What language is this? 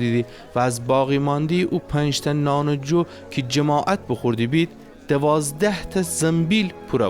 Gilaki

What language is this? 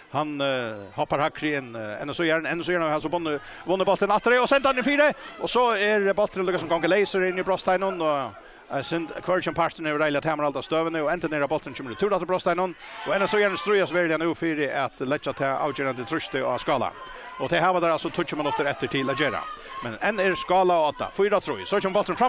Faroese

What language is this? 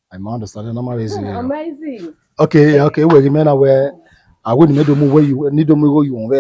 Bini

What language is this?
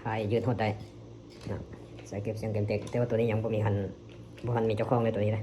Lao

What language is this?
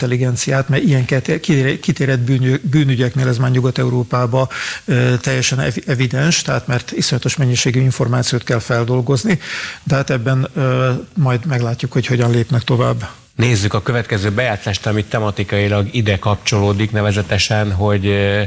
Hungarian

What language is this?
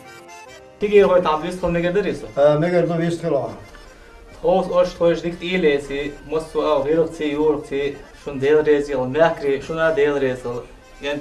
Chechen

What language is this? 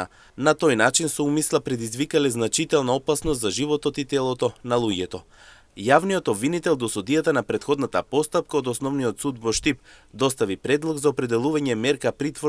Macedonian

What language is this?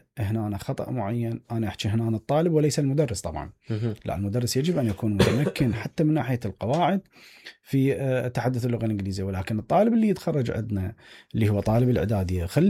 Mesopotamian Arabic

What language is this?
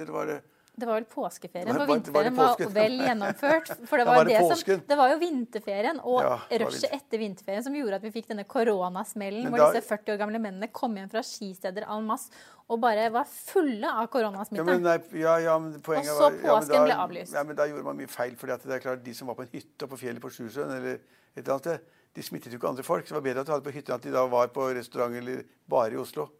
Norwegian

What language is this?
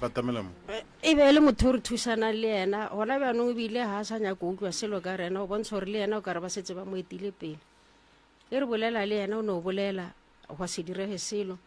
Northern Sotho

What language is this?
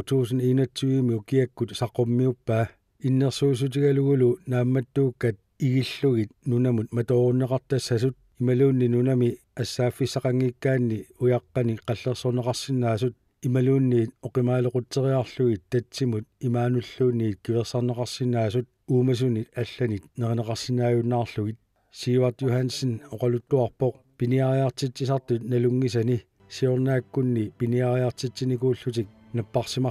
Kalaallisut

